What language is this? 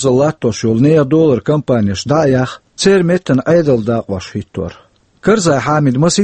Chechen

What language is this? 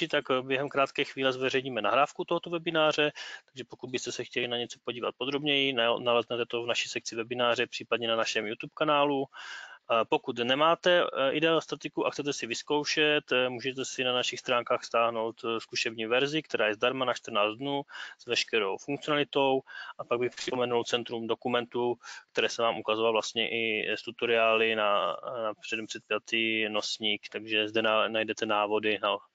Czech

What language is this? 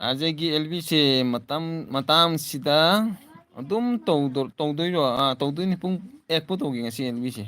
Manipuri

